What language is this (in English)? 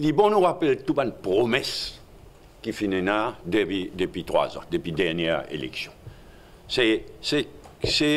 Morisyen